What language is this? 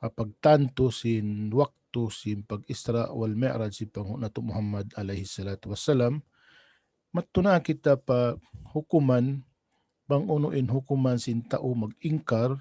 Tausug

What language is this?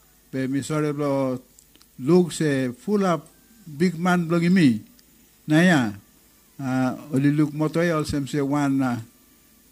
Bislama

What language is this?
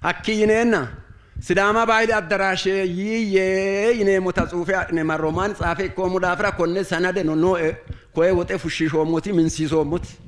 Sidamo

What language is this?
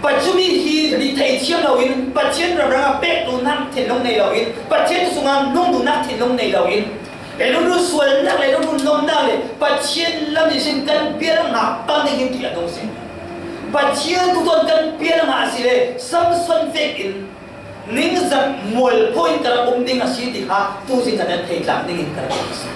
Falam Chin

